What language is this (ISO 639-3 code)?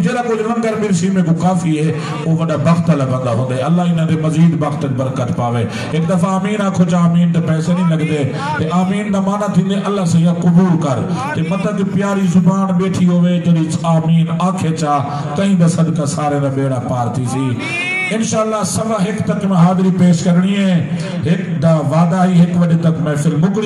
skr